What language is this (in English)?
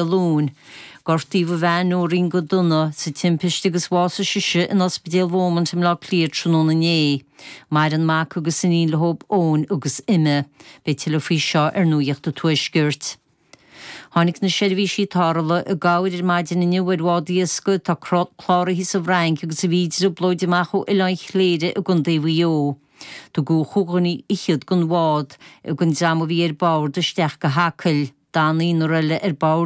Irish